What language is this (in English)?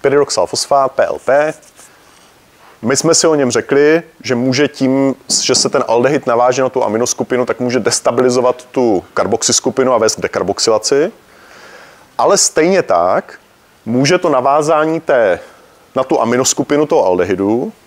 Czech